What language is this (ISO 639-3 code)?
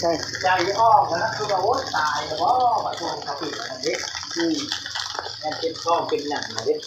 tts